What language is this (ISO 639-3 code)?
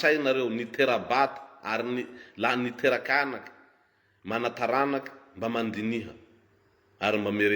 mlg